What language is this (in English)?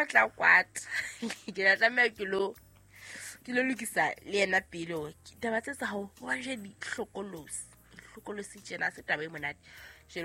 Southern Sotho